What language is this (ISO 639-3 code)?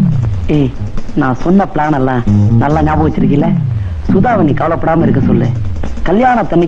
tam